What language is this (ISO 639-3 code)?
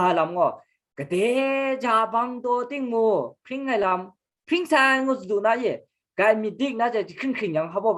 kac